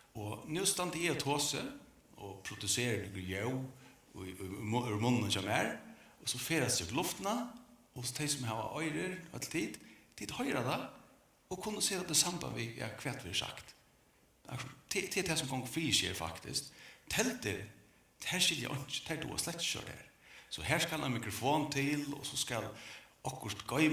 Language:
Faroese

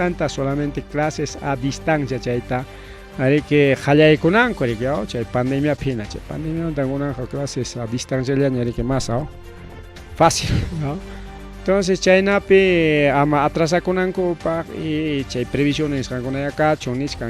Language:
Ayacucho Quechua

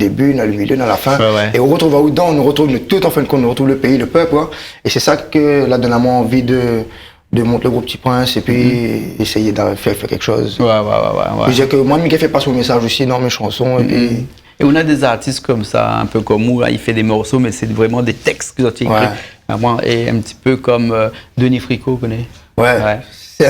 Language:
Réunion Creole French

